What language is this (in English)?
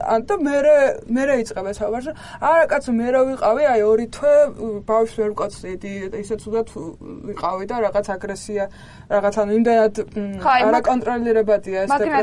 Georgian